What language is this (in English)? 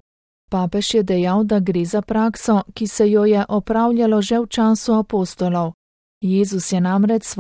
Slovenian